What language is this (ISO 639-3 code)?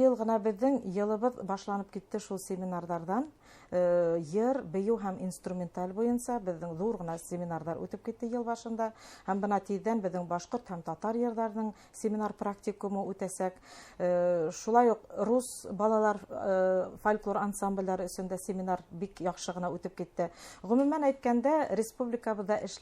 bak